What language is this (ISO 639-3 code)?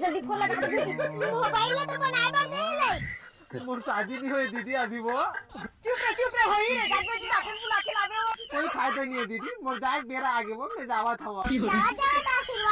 hne